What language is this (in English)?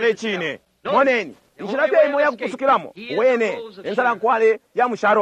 Bemba